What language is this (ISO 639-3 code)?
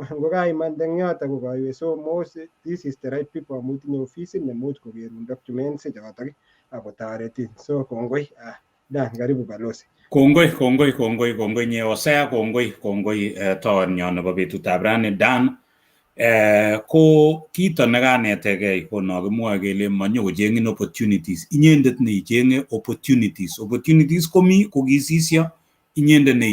kln